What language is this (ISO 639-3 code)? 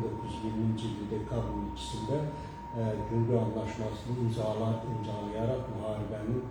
aze